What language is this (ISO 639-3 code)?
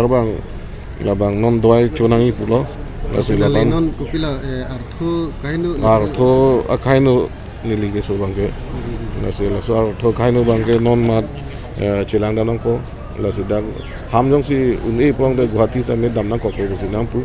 mjw